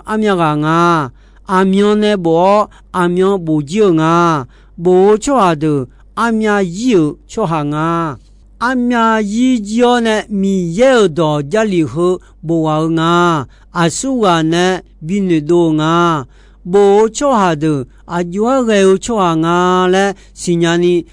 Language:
Akha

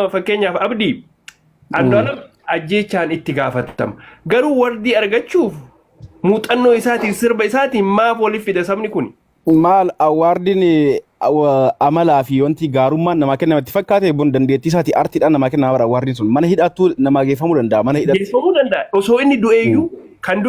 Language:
Oromo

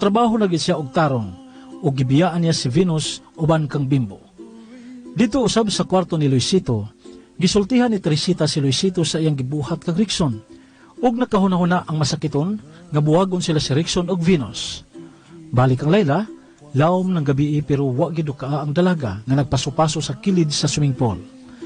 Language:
Cebuano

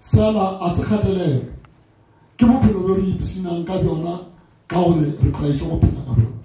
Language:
Northern Sotho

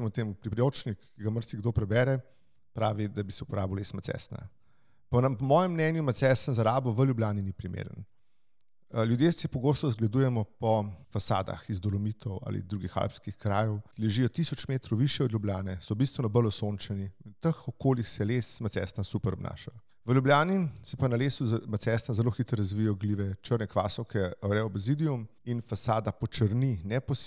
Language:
Slovenian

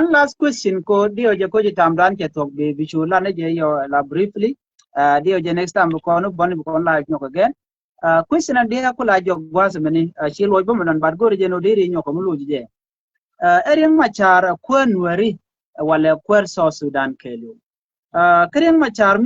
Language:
Nuer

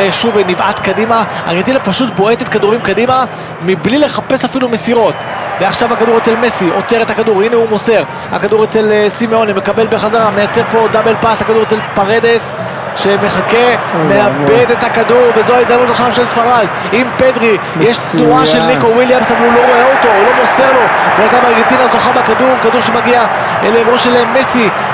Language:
Hebrew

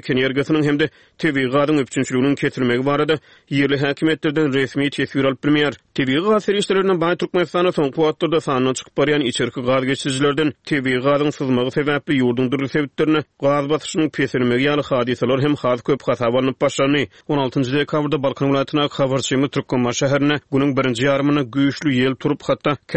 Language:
Turkmen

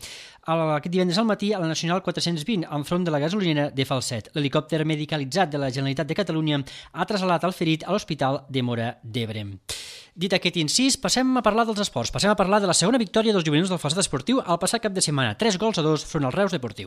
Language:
Catalan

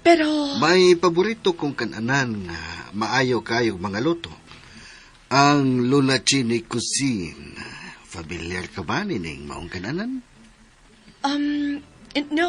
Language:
Cebuano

